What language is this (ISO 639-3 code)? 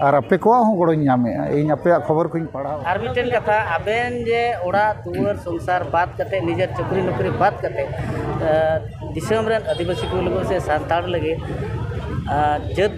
sat